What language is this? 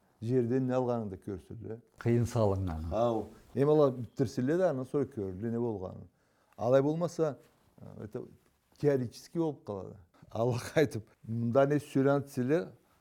Karachay-Balkar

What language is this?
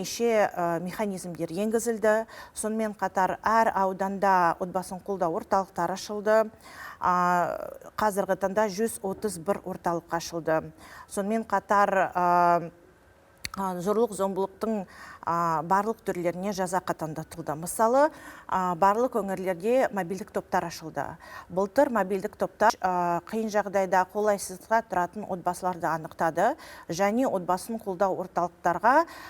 Kazakh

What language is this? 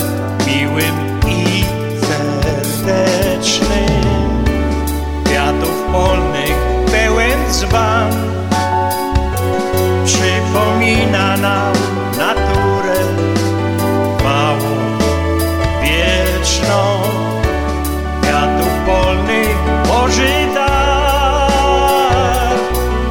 Polish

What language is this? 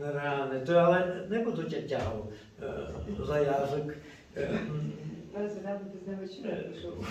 Rusyn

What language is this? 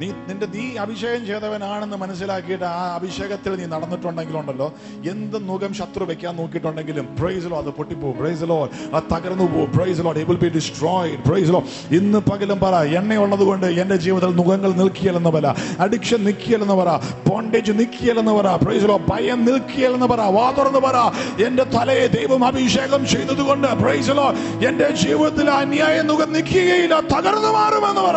Malayalam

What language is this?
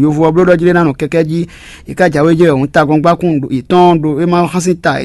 Fon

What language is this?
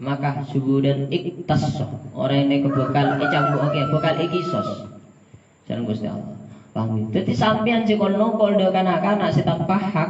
Madurese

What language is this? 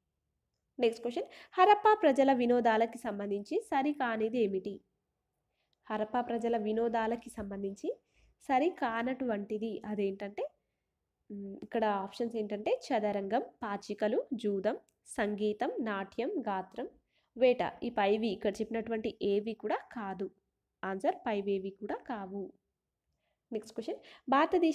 Telugu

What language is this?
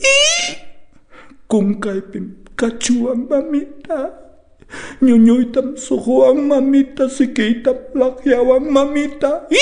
Ayacucho Quechua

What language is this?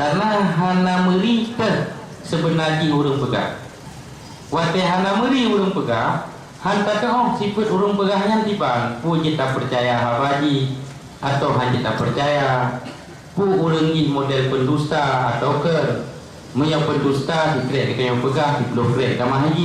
Achinese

